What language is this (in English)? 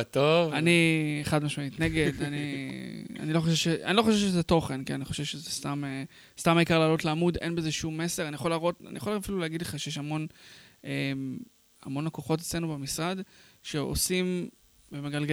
Hebrew